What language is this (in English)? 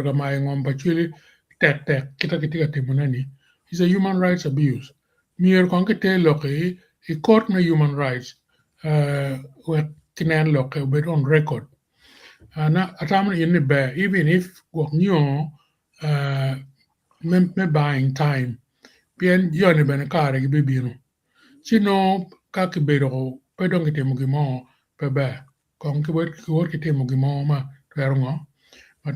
Acoli